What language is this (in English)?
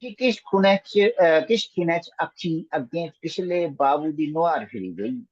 Dogri